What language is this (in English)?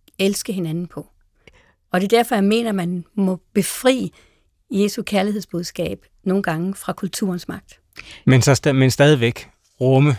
Danish